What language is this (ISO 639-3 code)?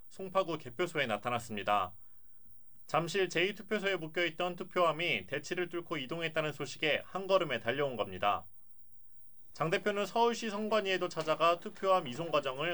kor